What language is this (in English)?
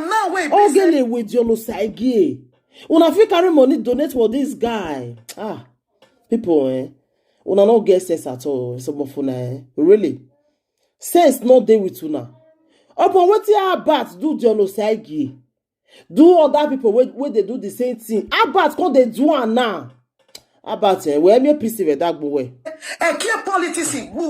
Nigerian Pidgin